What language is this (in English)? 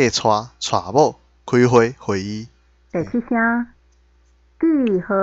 Min Nan Chinese